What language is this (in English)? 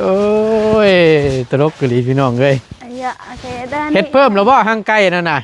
Northeastern Thai